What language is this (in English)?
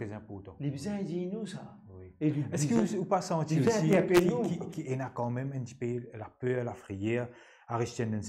Morisyen